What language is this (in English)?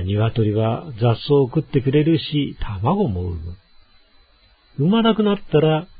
Japanese